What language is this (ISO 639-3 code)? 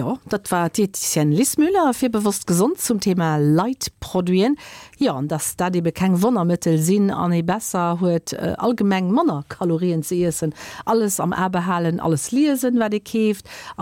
ltz